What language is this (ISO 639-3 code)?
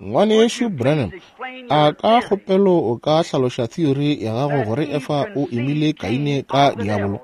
nso